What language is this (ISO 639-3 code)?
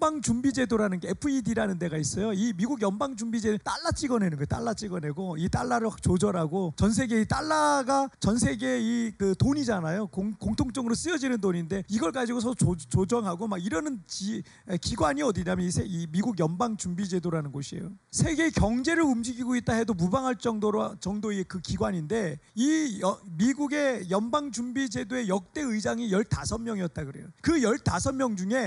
kor